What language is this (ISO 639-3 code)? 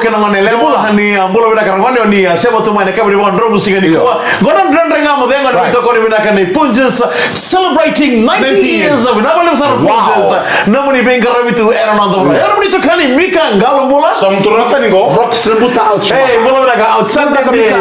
fij